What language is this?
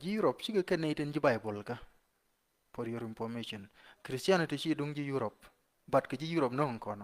Nuer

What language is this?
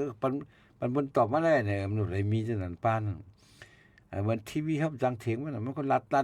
Shan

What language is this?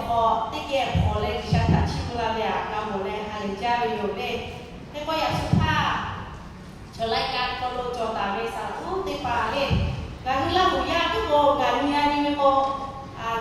Lahu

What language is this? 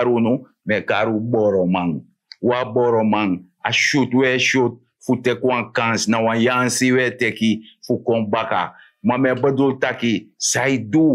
Sranan Tongo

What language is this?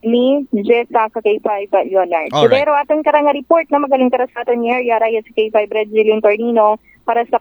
Aklanon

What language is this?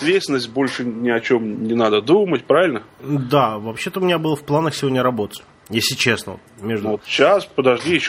Russian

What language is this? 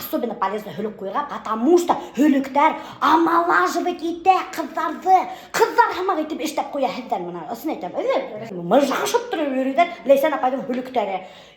Bashkir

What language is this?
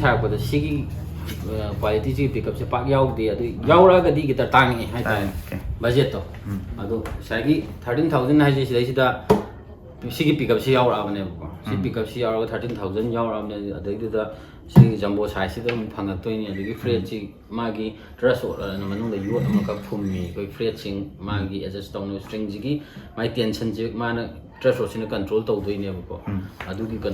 Manipuri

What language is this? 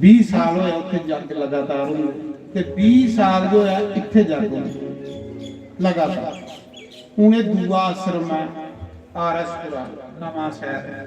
Dogri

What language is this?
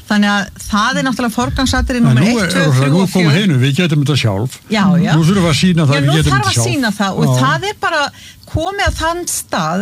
Icelandic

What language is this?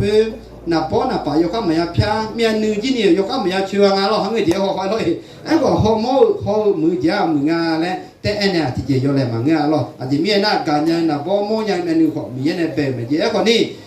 Akha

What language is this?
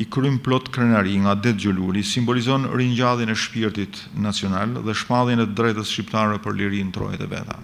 Albanian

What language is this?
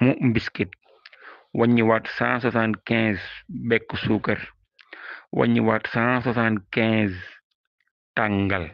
Wolof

